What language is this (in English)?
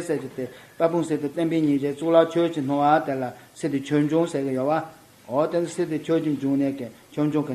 Tibetan